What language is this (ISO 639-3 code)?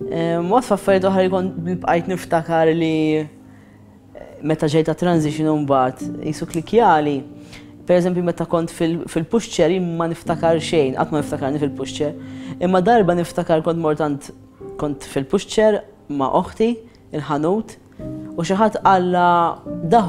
mlt